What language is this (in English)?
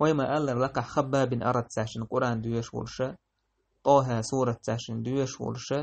Chechen